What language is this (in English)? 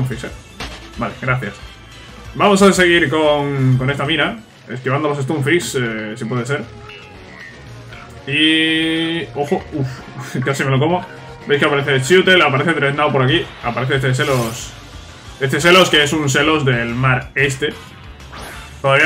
Spanish